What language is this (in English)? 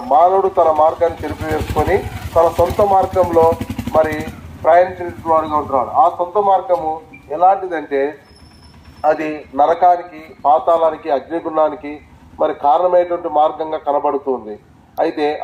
Telugu